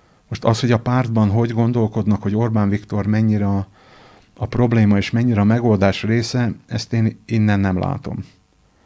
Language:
Hungarian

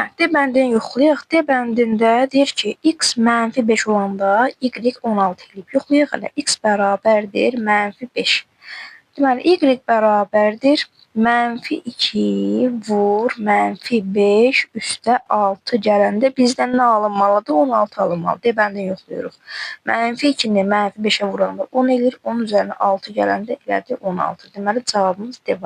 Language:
Azerbaijani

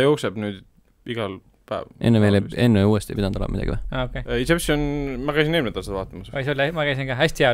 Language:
Estonian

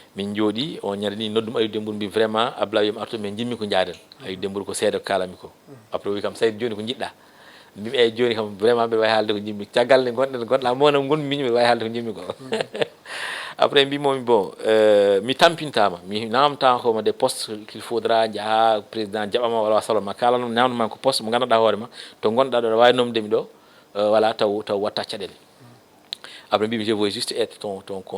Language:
Fula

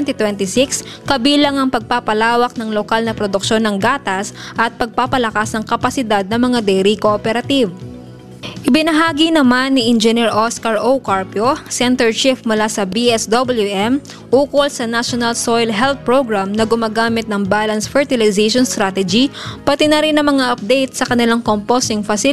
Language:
Filipino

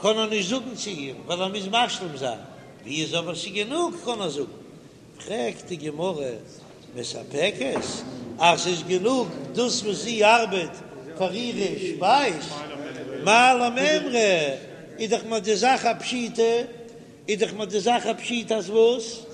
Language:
Yiddish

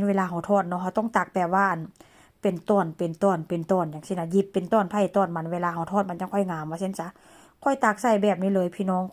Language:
Lao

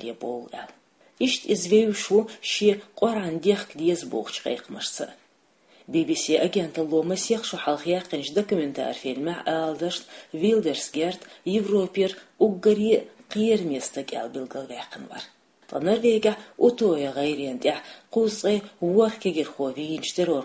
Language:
Chechen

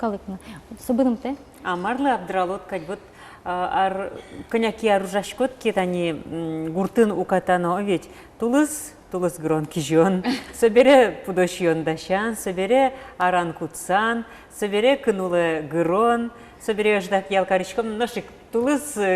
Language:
Udmurt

